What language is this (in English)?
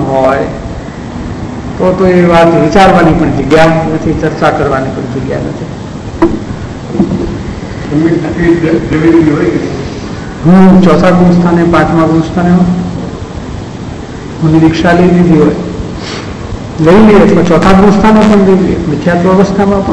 Gujarati